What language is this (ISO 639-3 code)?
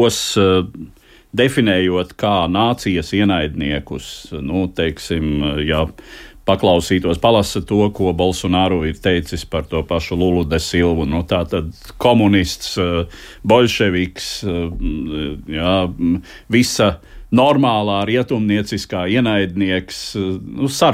lav